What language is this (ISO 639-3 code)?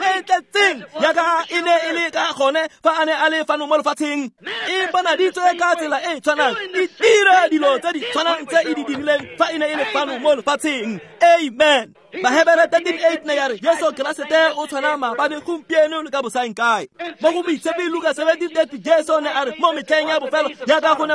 tsn